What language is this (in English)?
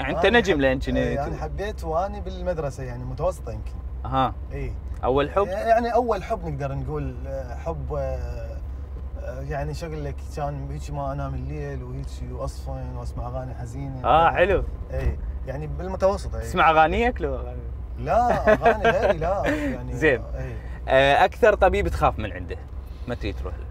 Mesopotamian Arabic